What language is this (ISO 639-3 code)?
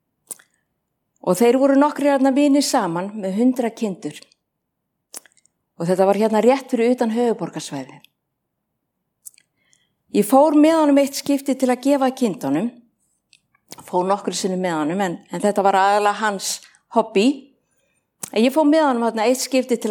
isl